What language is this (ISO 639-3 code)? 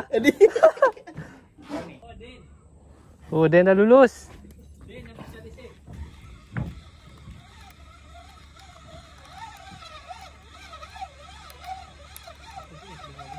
msa